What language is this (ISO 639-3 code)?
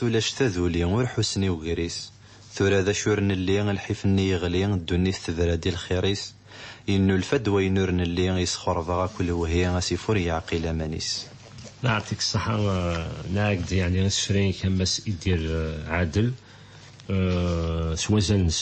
kab